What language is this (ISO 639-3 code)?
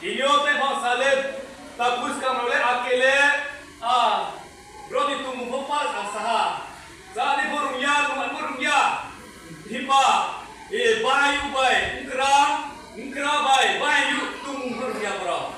ria